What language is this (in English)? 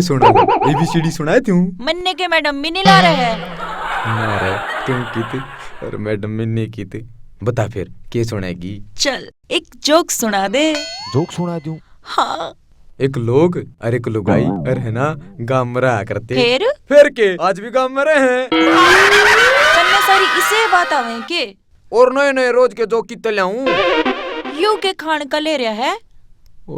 Haryanvi